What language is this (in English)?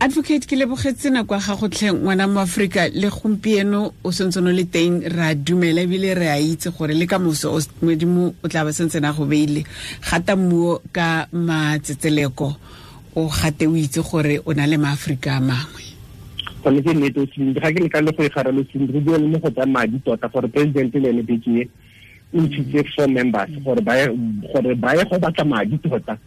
Tswana